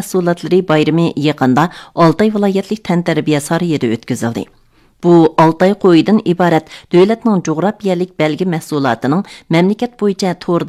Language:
Uyghur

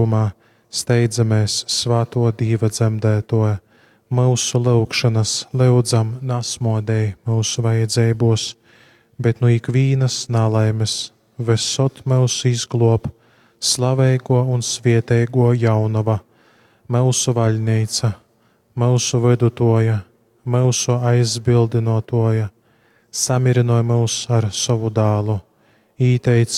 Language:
Latgalian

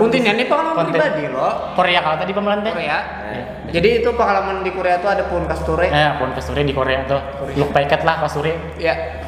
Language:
Banjar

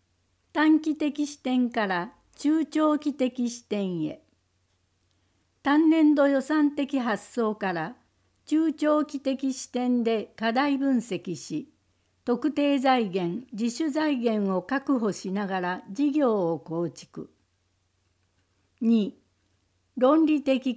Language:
Japanese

